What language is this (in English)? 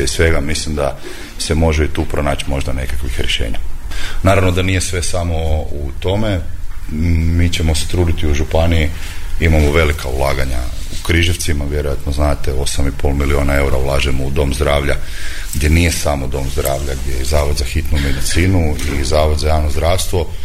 Croatian